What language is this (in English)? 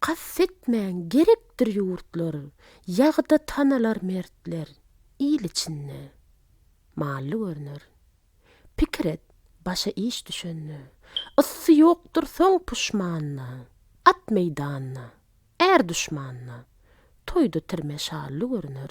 Turkmen